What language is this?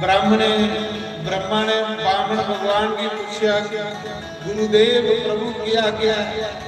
Dogri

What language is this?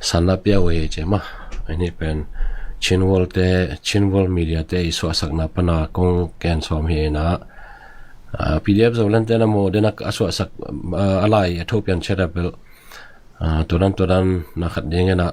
Tedim Chin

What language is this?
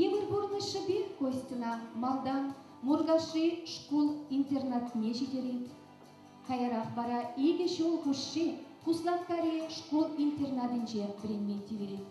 Chuvash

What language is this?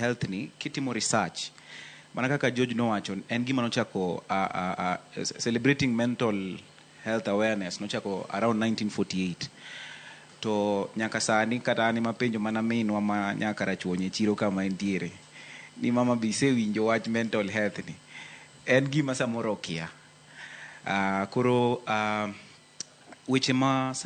Luo (Kenya and Tanzania)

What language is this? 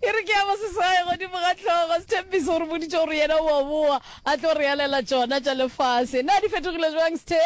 Northern Sotho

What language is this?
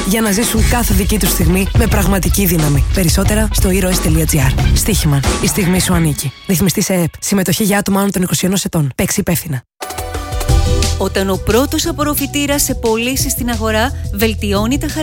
Greek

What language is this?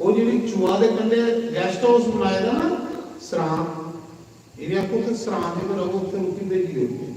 Dogri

